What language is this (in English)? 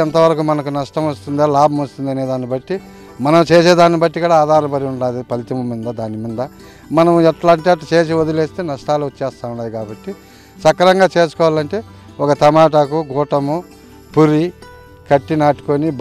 Telugu